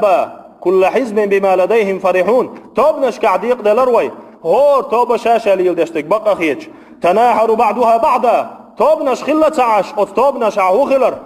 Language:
Chechen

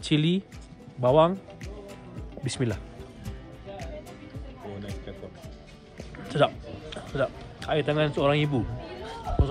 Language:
Malay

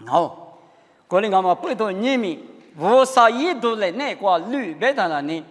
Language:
Lisu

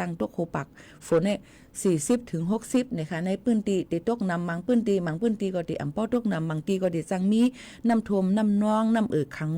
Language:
Shan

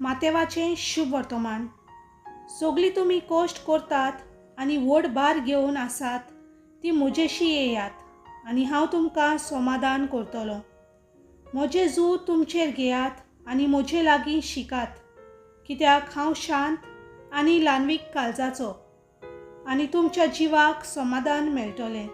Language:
Konkani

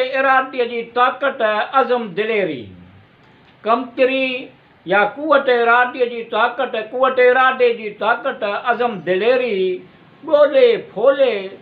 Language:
Sindhi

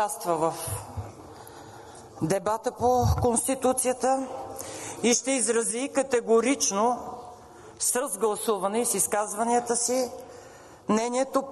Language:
Bulgarian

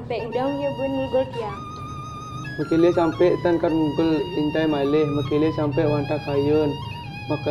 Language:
Balinese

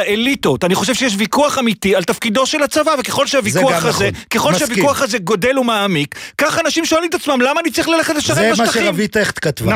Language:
Hebrew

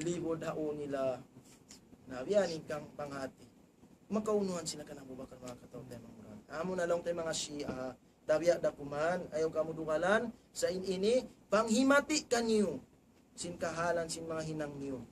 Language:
Tausug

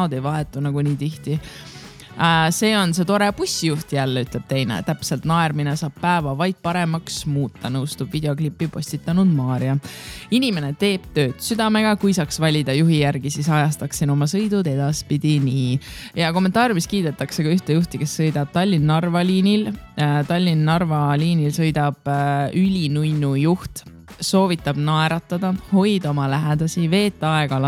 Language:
Estonian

